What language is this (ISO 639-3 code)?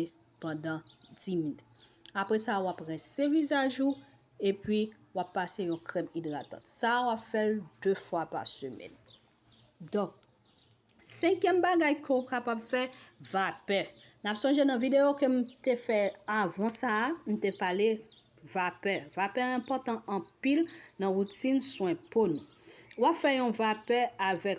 hat